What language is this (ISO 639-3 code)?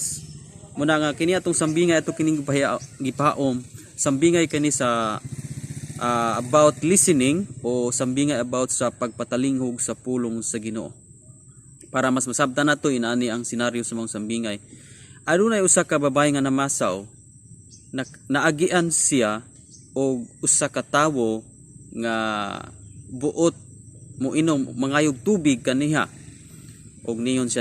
ceb